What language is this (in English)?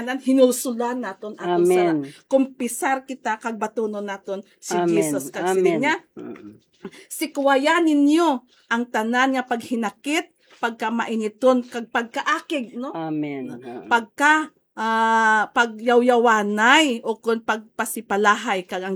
Hiligaynon